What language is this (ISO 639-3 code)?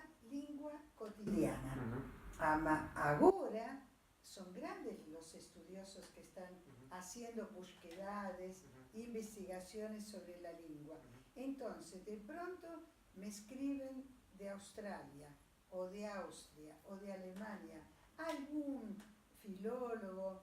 lad